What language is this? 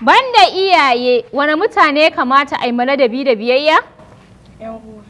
Hausa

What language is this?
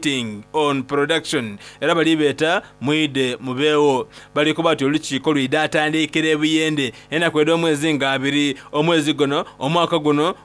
Soga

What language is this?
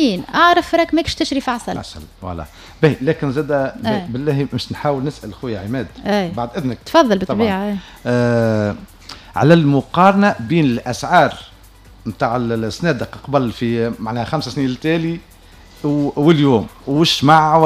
Tunisian Arabic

